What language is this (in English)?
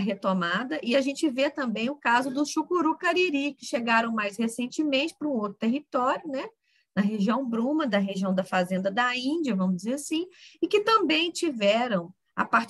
Portuguese